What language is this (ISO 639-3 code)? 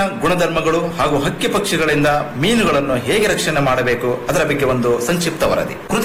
kan